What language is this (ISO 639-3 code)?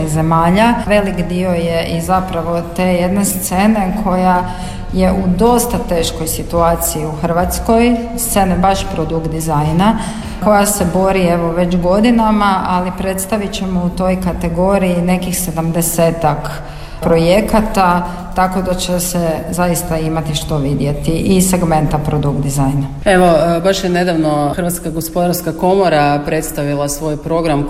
hrv